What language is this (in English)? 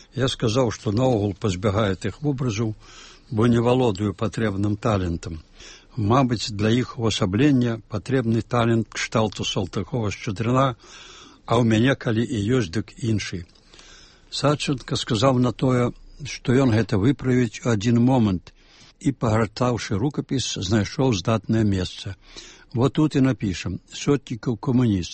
Belarusian